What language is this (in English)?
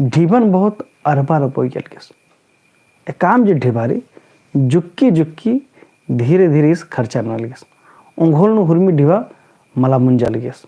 Kurukh